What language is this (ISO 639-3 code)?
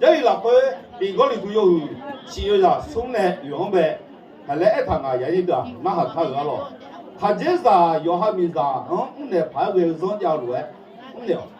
ahk